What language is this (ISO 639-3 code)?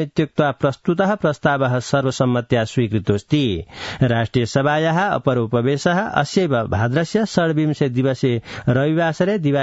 san